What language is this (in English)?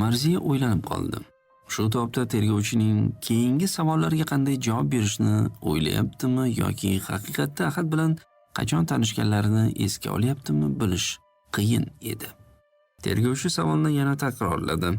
Uzbek